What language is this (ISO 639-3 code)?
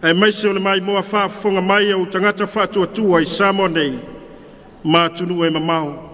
smo